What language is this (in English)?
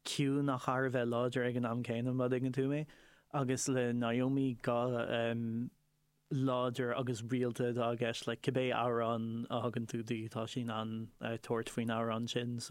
Irish